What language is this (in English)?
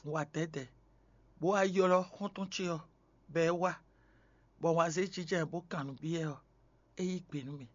Fon